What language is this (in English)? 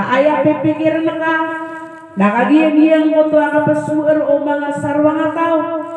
Maranao